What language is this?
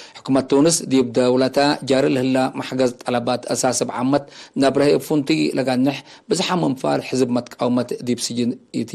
Tigre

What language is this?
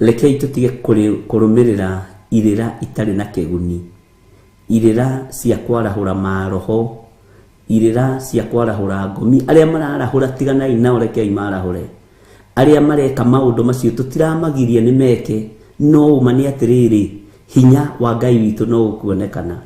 Kikuyu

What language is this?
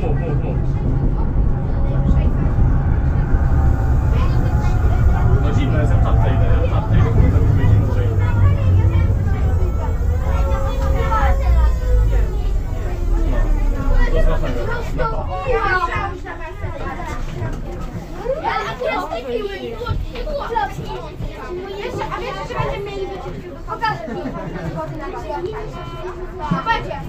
Polish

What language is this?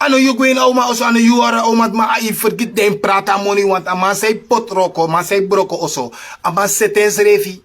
Sranan Tongo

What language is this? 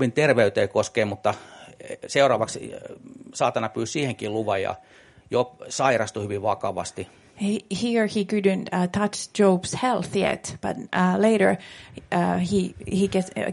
Finnish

